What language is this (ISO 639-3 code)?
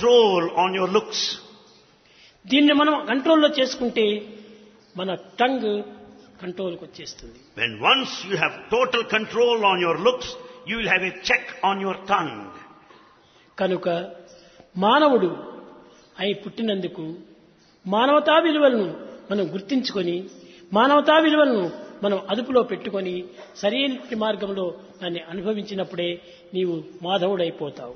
tel